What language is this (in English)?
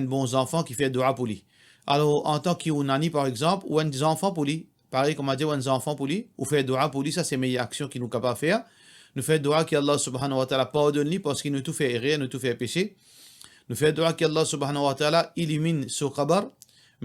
Morisyen